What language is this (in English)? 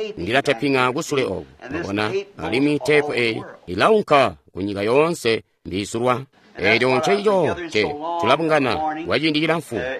Tonga (Zambia)